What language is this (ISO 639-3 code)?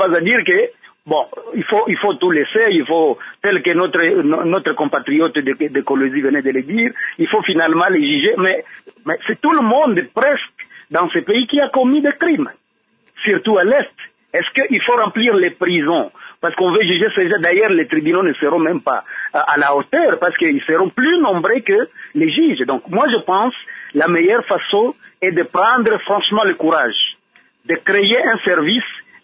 fra